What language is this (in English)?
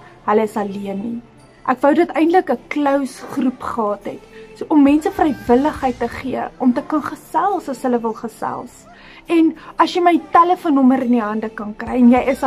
Afrikaans